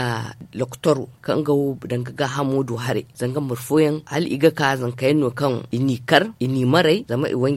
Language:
Zarma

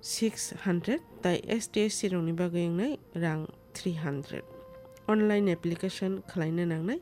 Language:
Kok Borok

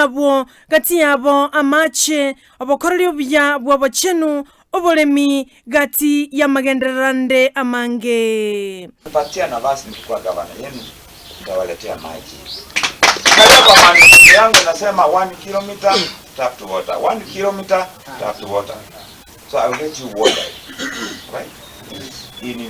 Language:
Gusii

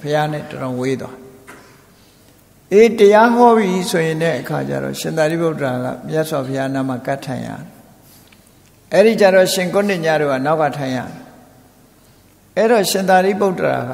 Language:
Burmese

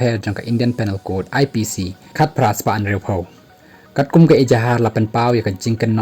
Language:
Khasi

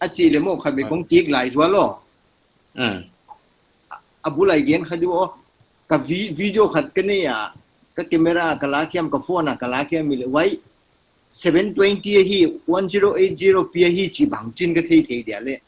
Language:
Paite Chin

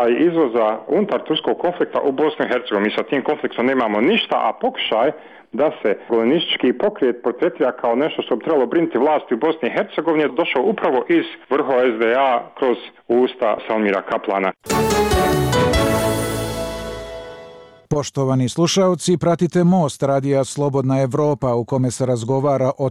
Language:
Bosnian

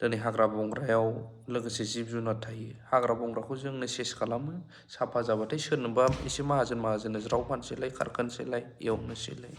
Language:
Bodo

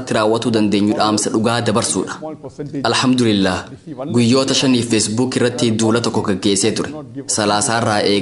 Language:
Oromo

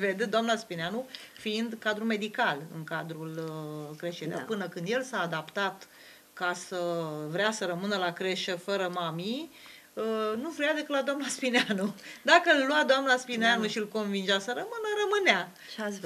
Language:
Romanian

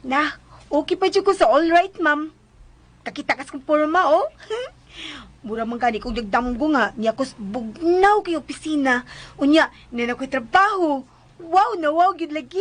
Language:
Cebuano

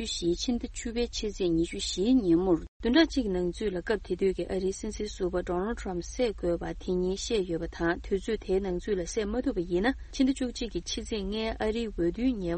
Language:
Tibetan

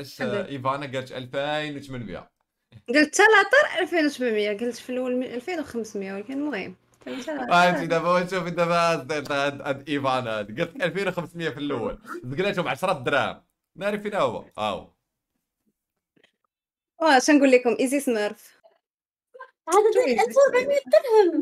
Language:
Moroccan Arabic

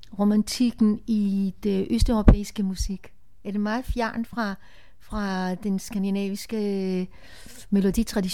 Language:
Danish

